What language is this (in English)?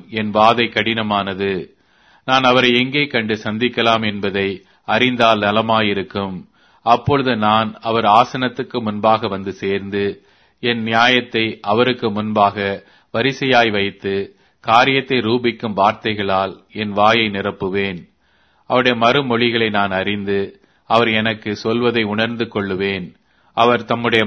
Tamil